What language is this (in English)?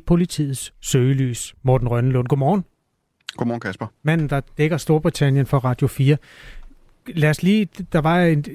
Danish